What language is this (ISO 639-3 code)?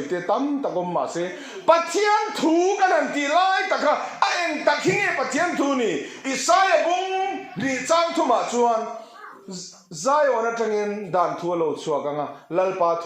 lus